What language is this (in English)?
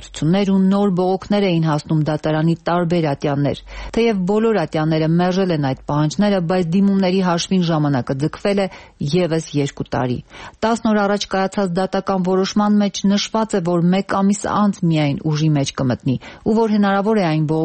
Armenian